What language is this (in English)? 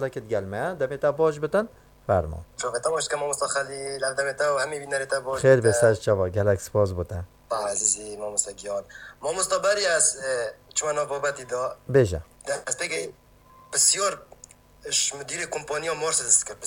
Kurdish